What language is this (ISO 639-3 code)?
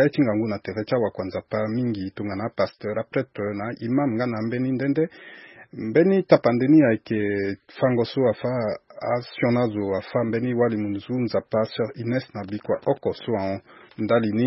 sag